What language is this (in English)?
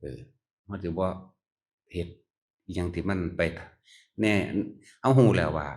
Northeastern Thai